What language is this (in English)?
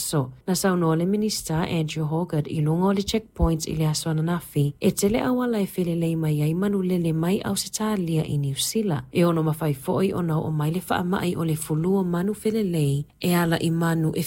Samoan